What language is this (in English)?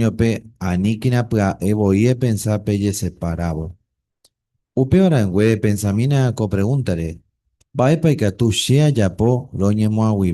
Guarani